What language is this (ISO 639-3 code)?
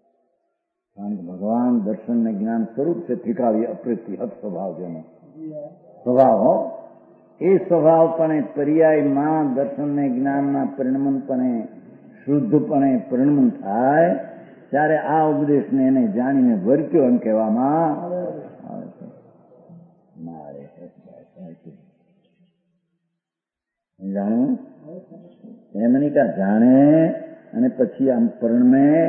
guj